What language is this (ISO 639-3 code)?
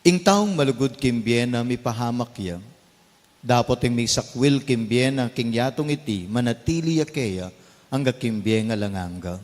pam